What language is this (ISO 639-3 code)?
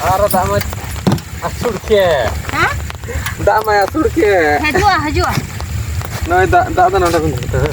sat